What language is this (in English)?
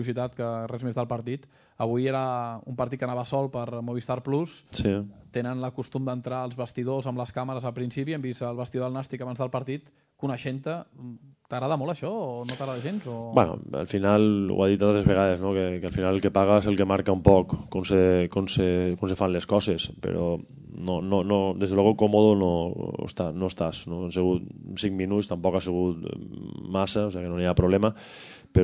Catalan